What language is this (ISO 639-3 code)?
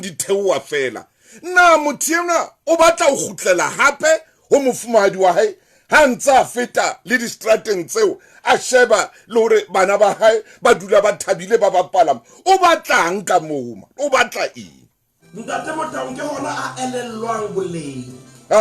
sot